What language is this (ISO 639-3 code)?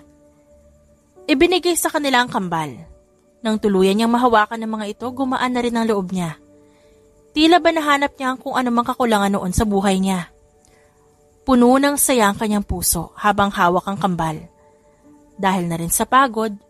fil